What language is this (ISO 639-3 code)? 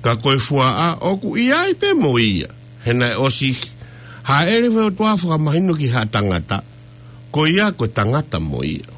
ton